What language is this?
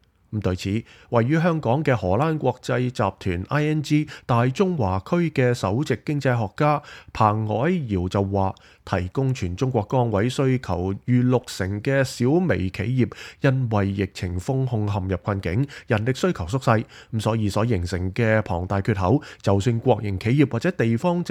Cantonese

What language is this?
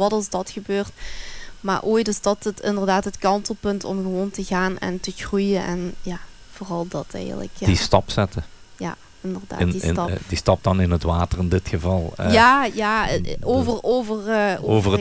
Dutch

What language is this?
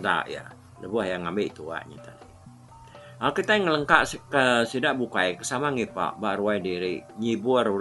Iban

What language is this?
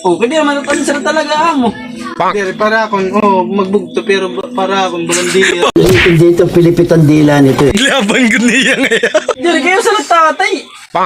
Waray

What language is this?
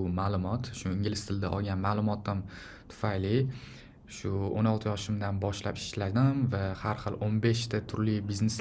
Uzbek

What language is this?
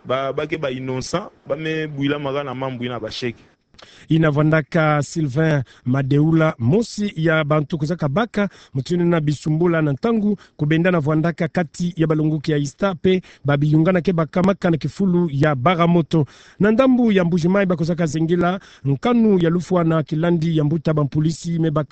Kituba (Democratic Republic of Congo)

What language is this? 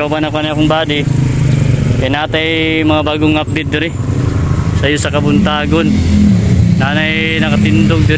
Cebuano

